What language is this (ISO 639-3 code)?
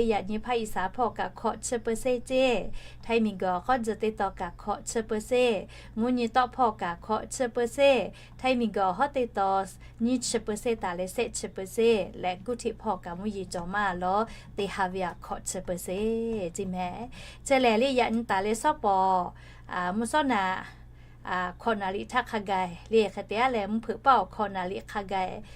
lhu